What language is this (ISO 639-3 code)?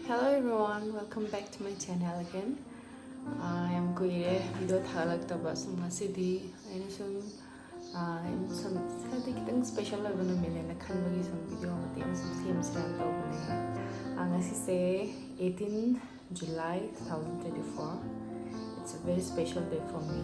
mni